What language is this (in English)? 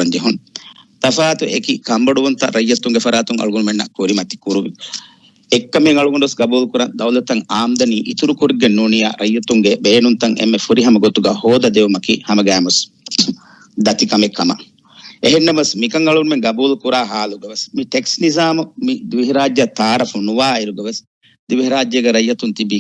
Divehi